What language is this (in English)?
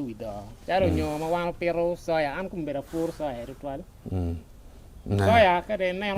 Acoli